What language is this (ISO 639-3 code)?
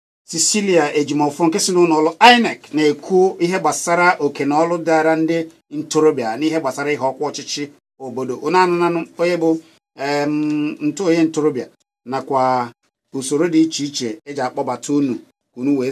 ibo